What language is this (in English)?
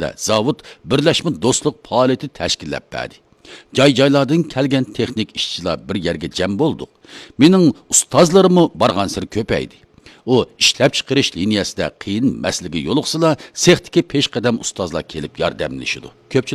Uyghur